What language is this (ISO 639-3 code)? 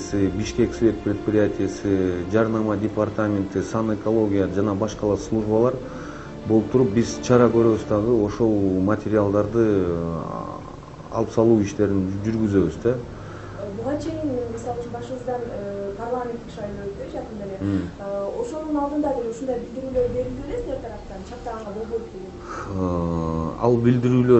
kir